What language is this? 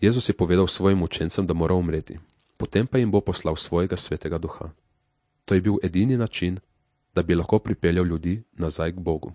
Slovenian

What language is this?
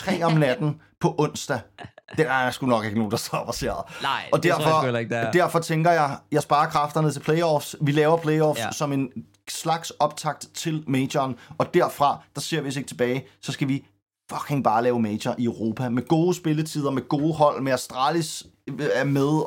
Danish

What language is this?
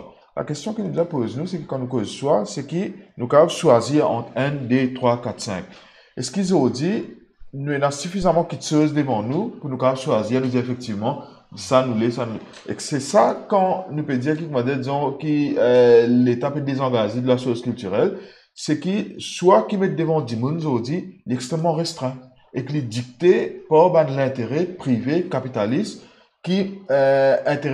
Morisyen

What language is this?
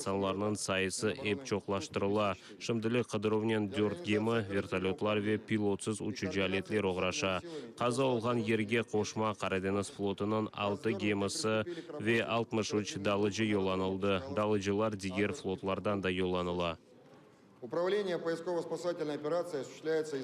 Crimean Tatar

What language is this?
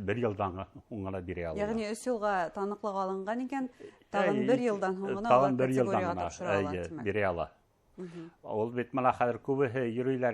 Bashkir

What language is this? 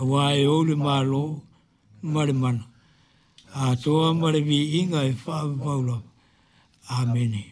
Samoan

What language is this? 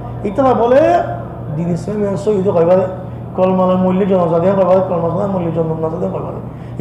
Rohingya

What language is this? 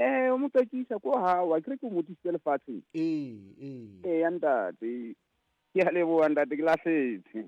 Southern Sotho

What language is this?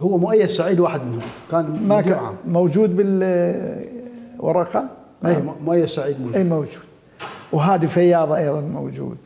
Mesopotamian Arabic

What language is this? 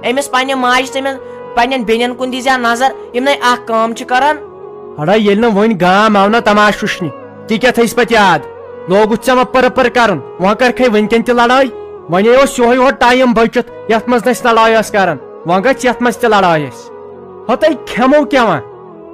Kashmiri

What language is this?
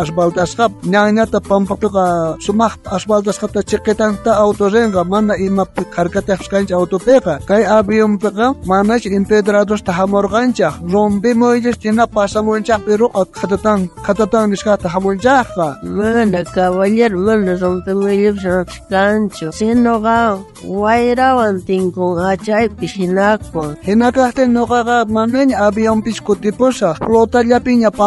South Bolivian Quechua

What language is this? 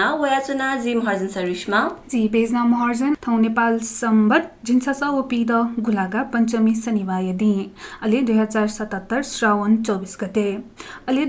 Newari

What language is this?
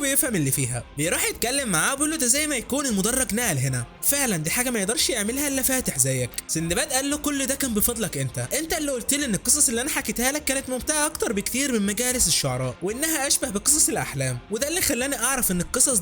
Egyptian Arabic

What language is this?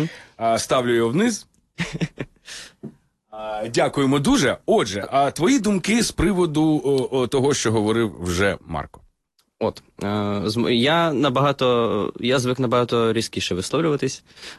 Ukrainian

